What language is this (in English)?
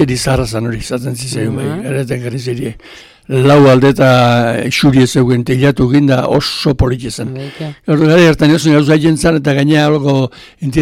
Basque